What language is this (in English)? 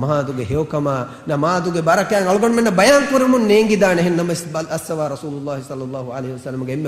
Divehi